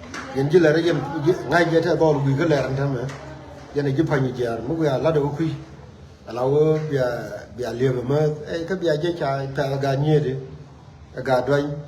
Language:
Nuer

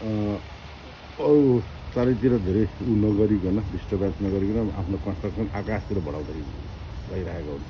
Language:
Nepali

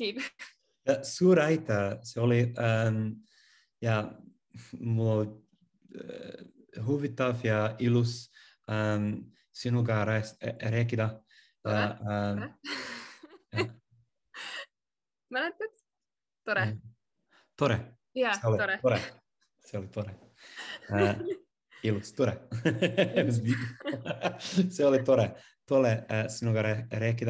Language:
Estonian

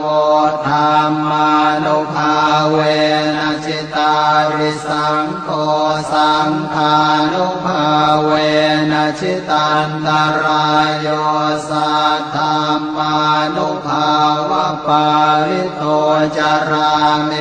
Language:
Pali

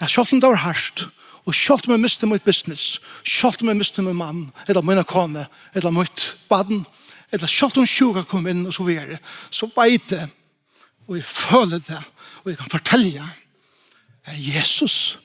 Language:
Faroese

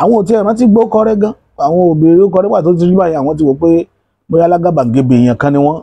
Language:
Yoruba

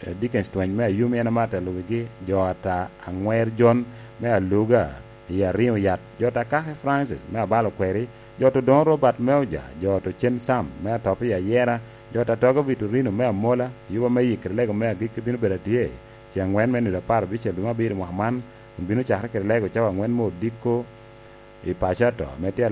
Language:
Lango (Uganda)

